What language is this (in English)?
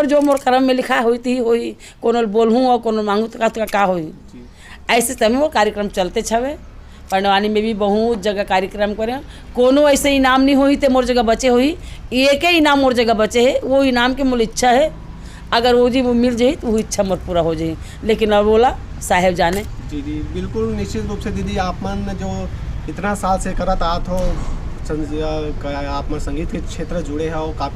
Chhattisgarhi